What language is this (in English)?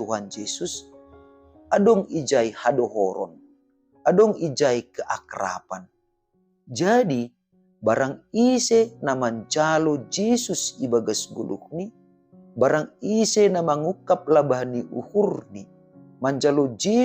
Batak Simalungun